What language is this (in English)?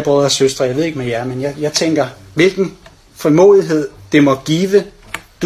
Danish